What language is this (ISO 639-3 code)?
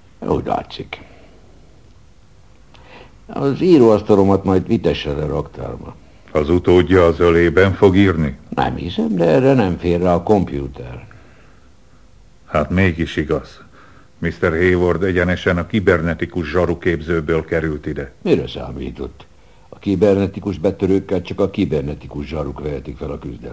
hun